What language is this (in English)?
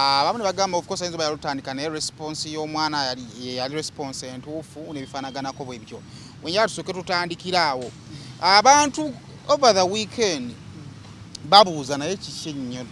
Ganda